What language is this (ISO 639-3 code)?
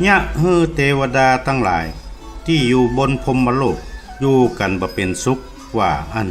nod